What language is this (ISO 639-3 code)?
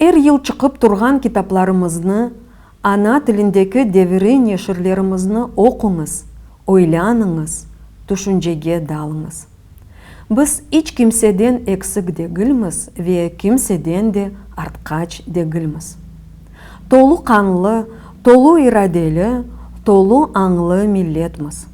crh